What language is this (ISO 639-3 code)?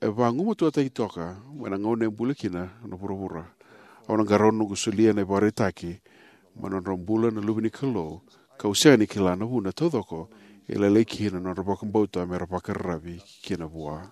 fij